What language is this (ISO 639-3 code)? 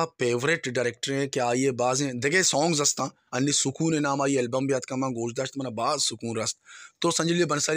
bal